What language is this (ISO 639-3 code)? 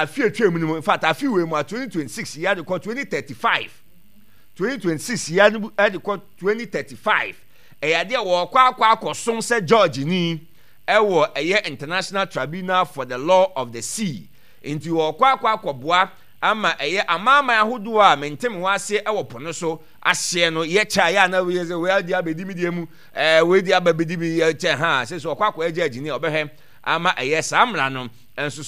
aka